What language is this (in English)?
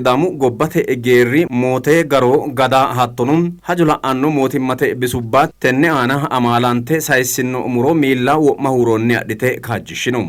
Sidamo